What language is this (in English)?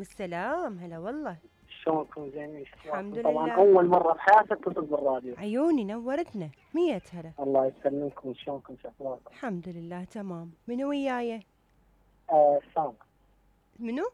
Mesopotamian Arabic